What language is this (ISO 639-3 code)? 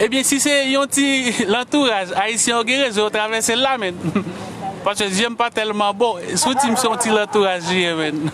hat